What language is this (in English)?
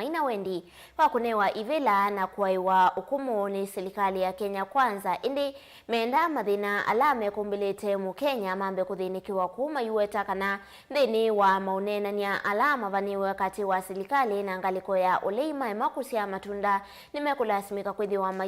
Kamba